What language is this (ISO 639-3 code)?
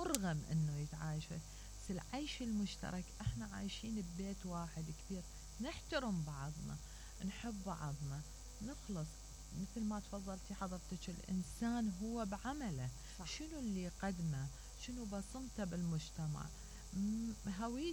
acm